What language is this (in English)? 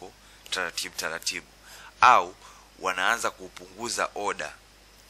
Swahili